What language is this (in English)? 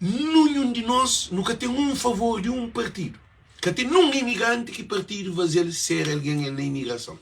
Kabuverdianu